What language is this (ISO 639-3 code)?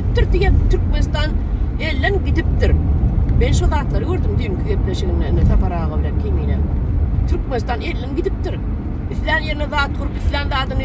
tuk